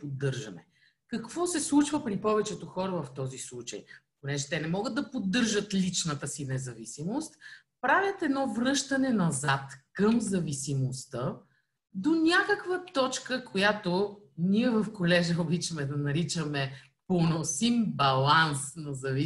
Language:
Bulgarian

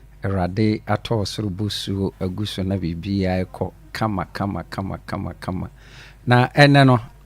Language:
Akan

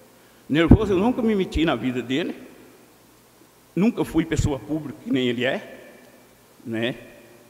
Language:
Portuguese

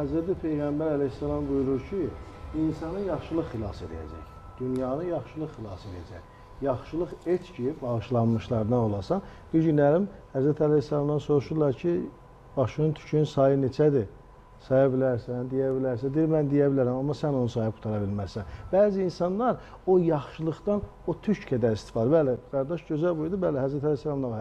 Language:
Azerbaijani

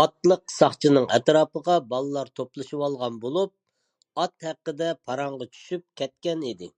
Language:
Uyghur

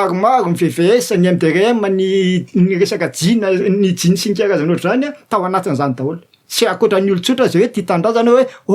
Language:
Malagasy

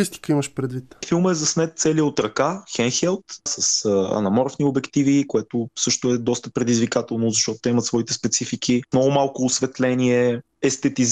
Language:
Bulgarian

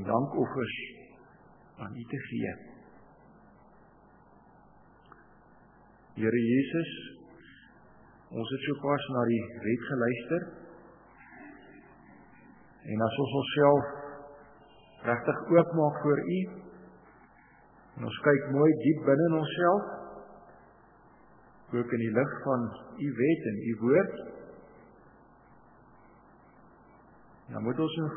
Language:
Afrikaans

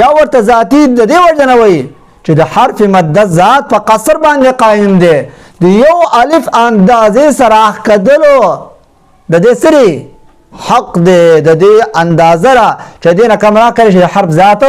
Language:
Pashto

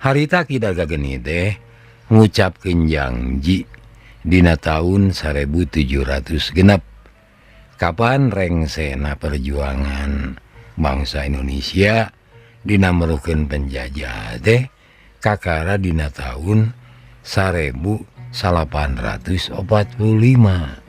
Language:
Sundanese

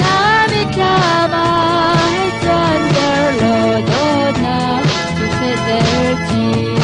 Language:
Hakha Chin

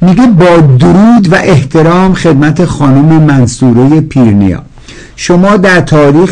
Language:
Persian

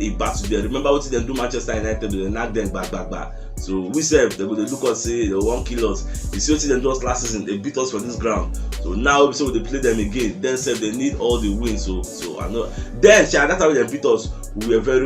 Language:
Nigerian Pidgin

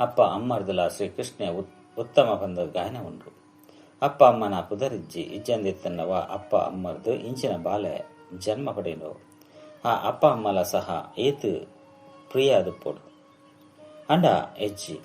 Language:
Tulu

